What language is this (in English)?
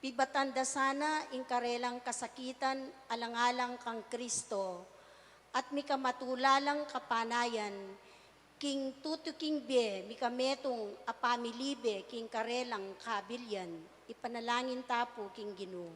Pampanga